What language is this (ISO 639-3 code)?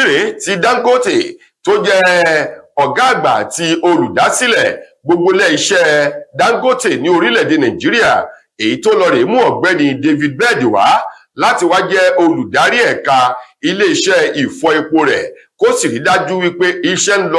yor